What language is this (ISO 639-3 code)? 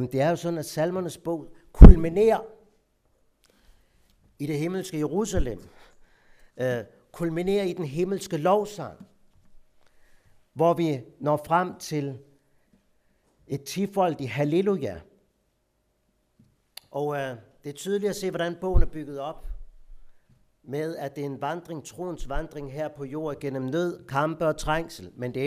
dan